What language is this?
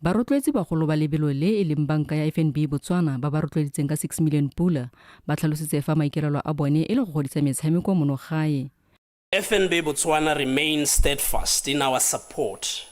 Tswana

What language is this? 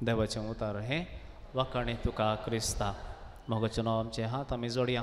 Konkani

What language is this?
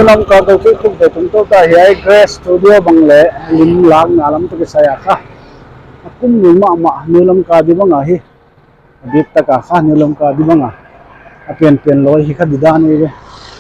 Paite Chin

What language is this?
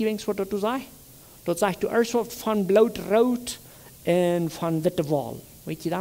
Plautdietsch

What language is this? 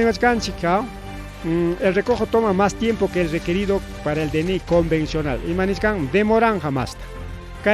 Ayacucho Quechua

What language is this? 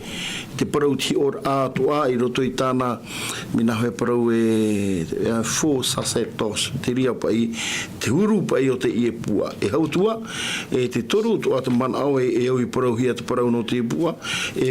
Tahitian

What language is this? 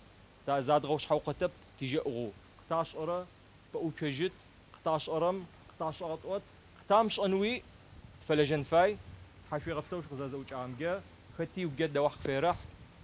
Adyghe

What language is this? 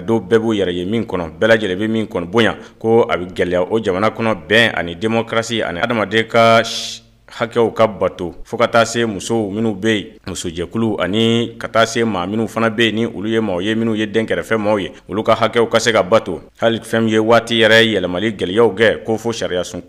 Bambara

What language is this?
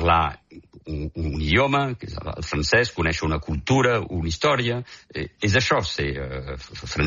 Catalan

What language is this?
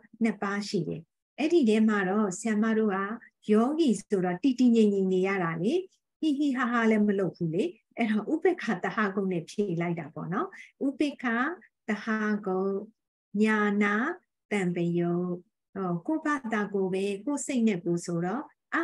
Burmese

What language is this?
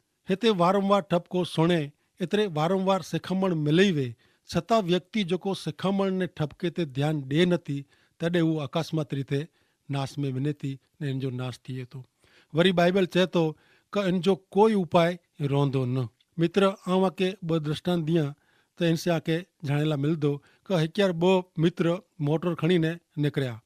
Kachhi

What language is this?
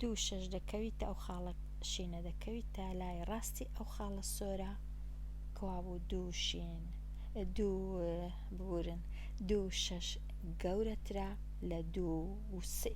Central Kurdish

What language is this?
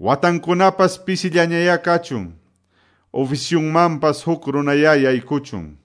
Quechua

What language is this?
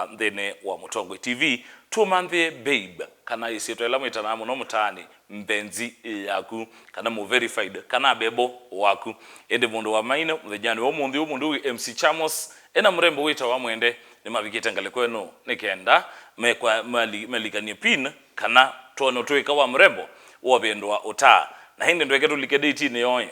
Kamba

